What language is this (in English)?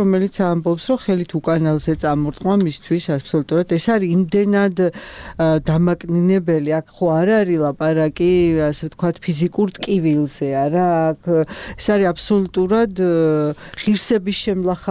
Georgian